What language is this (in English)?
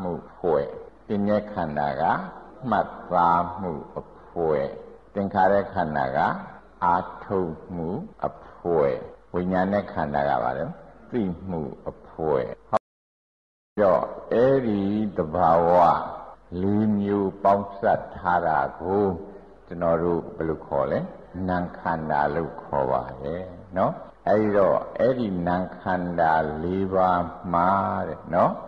Burmese